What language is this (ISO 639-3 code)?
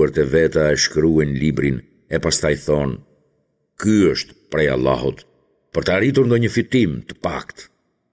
sqi